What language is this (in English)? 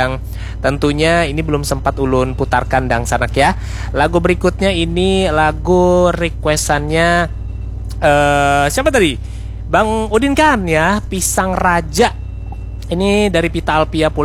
Banjar